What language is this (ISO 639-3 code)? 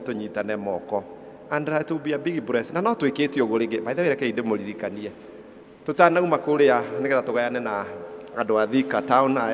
kik